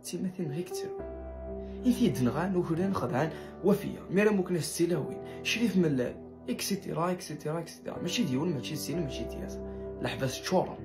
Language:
Kabyle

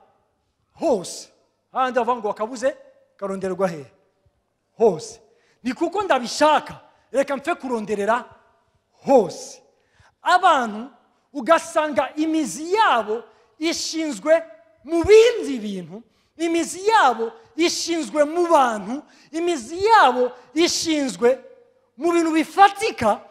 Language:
Rundi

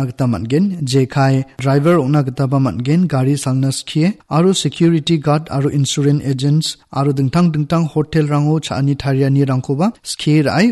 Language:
Garo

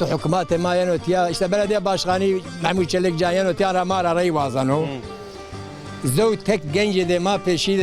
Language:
Zaza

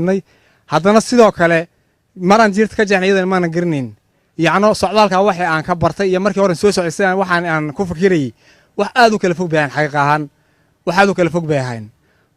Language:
Somali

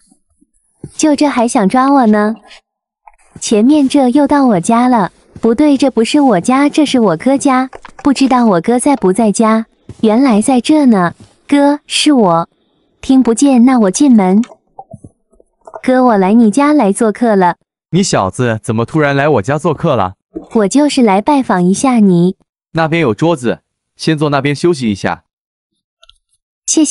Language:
Chinese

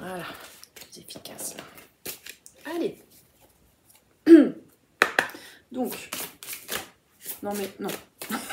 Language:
French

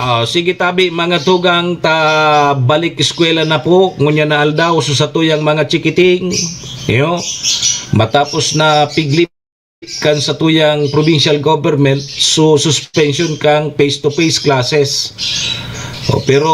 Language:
Bikol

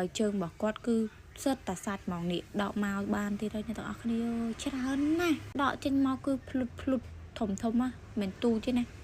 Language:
Khmer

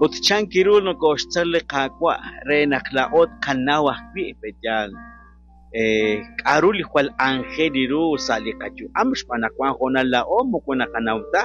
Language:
Kekchí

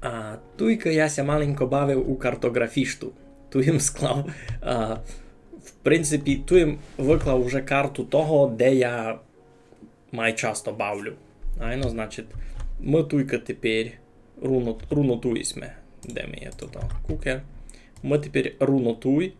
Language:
Rusyn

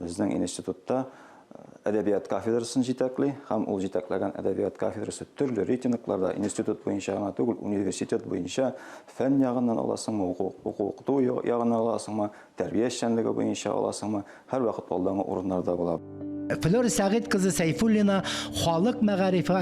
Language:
Tatar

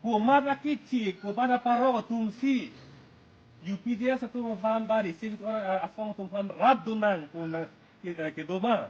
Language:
Karbi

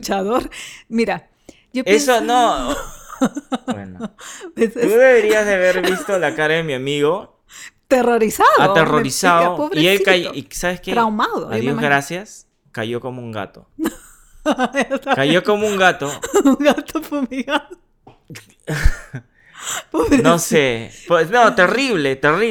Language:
Spanish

